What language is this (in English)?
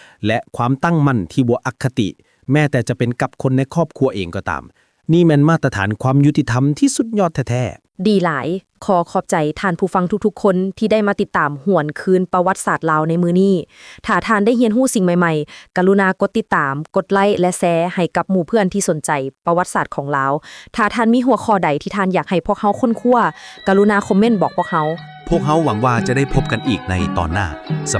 Lao